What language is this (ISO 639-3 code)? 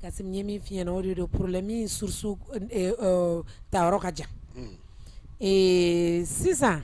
bam